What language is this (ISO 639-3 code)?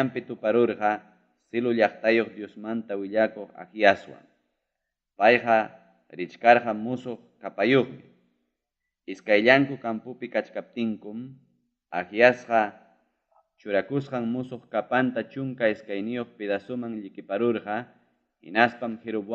quy